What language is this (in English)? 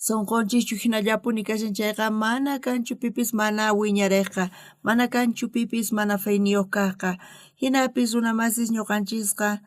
South Bolivian Quechua